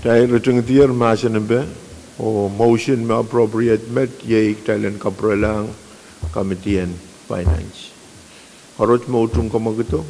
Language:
Pohnpeian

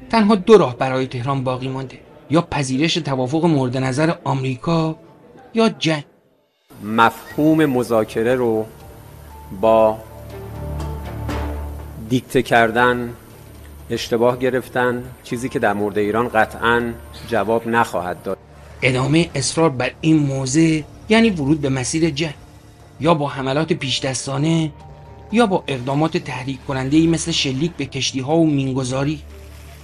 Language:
Persian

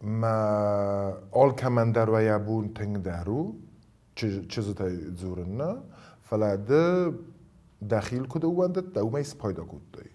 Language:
Ossetic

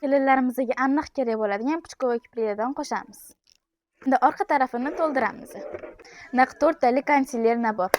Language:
Uzbek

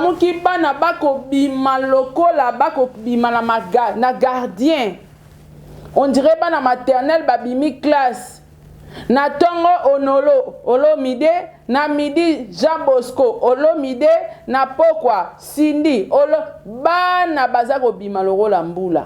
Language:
Lingala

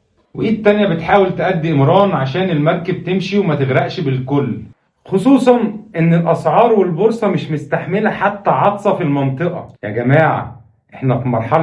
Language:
Egyptian Arabic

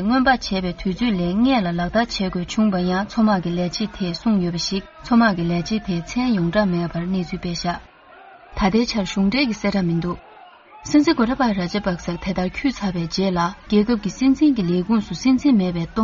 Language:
Tibetan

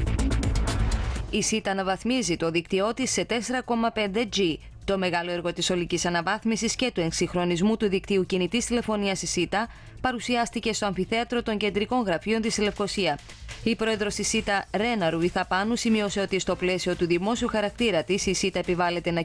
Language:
Greek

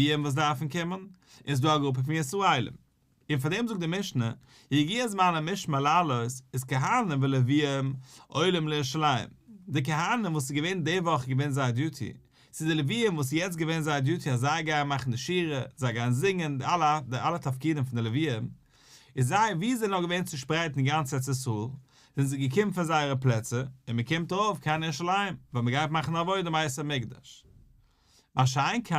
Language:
Yiddish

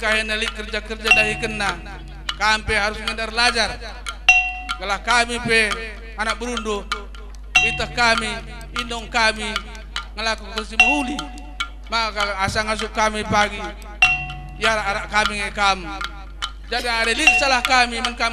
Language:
Batak Karo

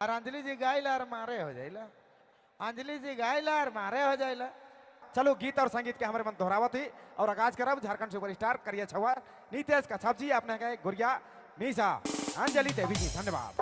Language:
Sadri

